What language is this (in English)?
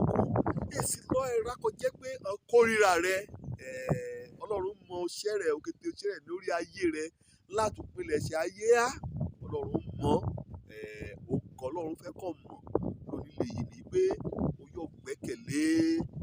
Yoruba